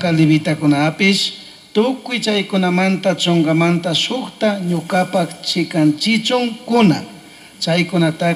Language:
Chimborazo Highland Quichua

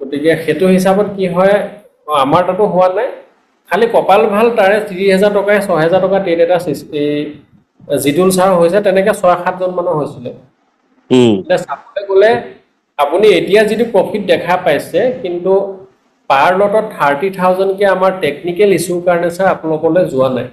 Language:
Assamese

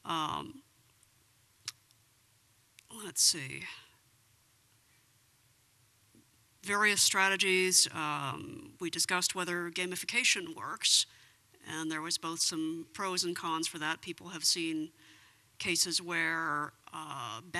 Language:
English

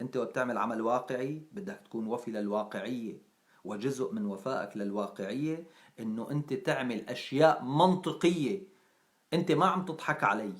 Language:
North Levantine Arabic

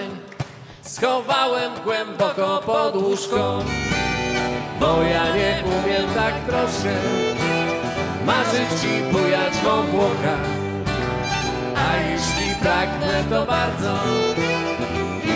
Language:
Polish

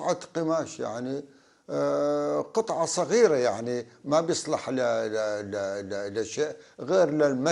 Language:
North Levantine Arabic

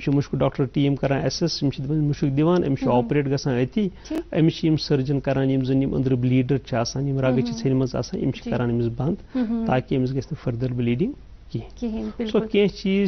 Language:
Kashmiri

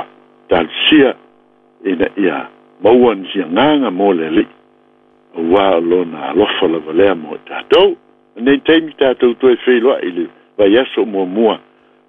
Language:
Samoan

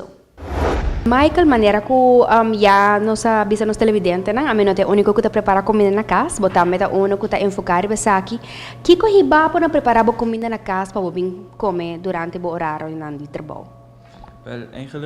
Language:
Papiamento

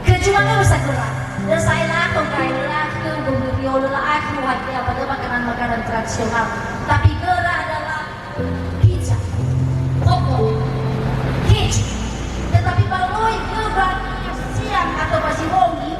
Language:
Nias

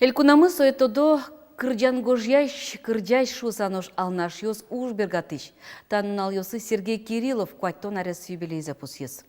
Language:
Udmurt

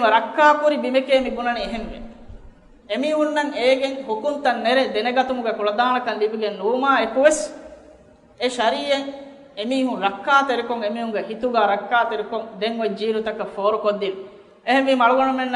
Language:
Divehi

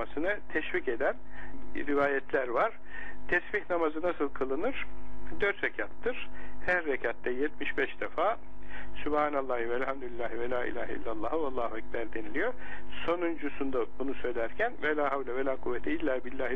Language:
Turkish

